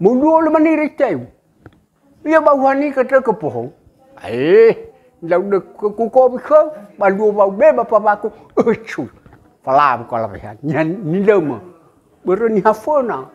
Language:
Nias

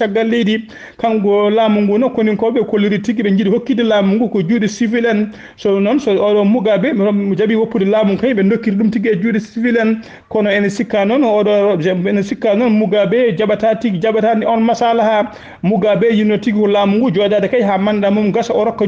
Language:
Fula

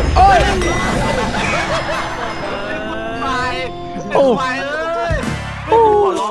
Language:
Thai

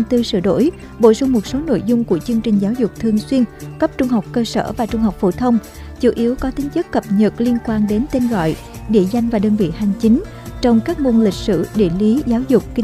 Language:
Vietnamese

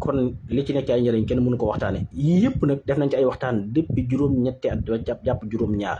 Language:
Wolof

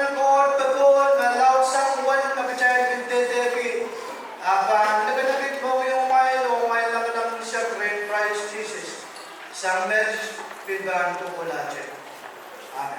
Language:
Pohnpeian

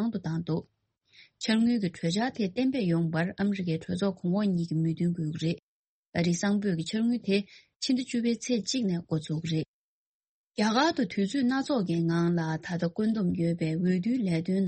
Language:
Tibetan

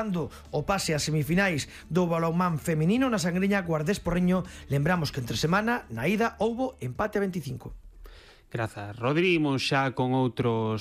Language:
Galician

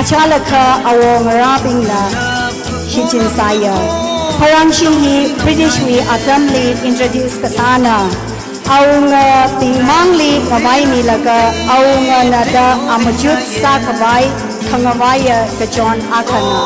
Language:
Tangkhul Naga (India)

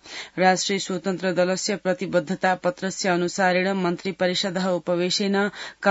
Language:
Sanskrit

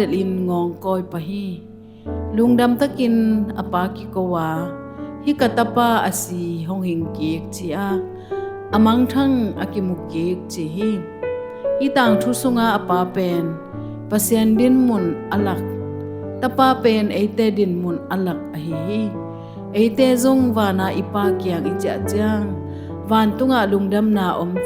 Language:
Tedim Chin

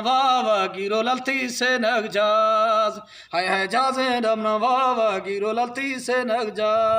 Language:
Eastern Balochi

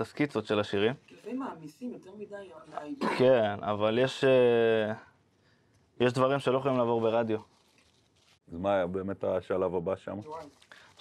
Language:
Hebrew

